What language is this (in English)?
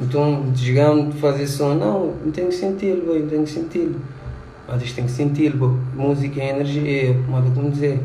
Kabuverdianu